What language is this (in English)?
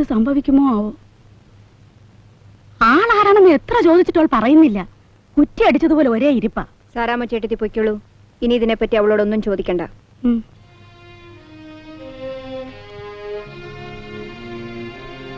Malayalam